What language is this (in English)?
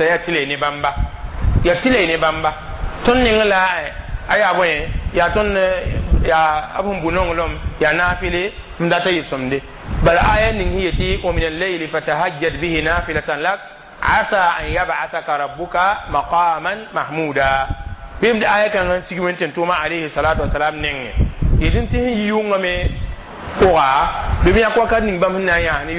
Mossi